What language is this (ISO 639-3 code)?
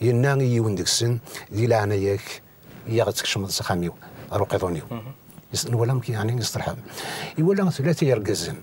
kab